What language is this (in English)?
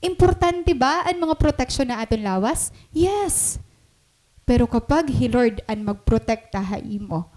Waray